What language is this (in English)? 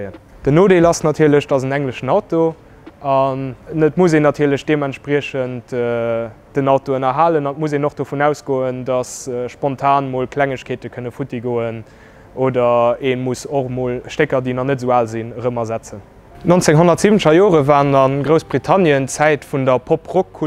Luxembourgish